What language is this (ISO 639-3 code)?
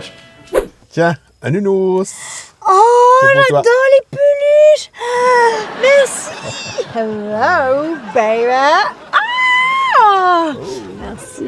mfe